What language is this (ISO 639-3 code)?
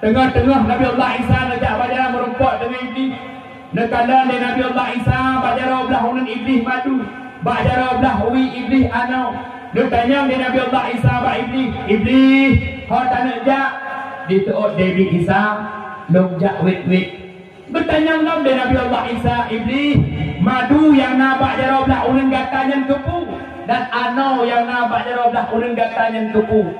ace